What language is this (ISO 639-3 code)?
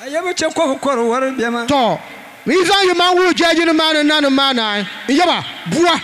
dag